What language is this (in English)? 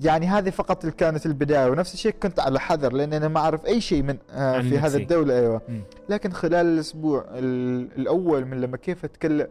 Gulf Arabic